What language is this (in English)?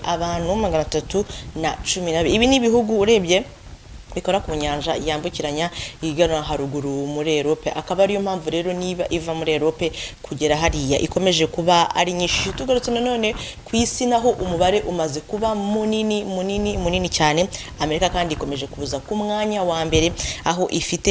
Kinyarwanda